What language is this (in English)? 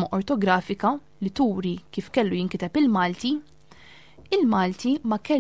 Maltese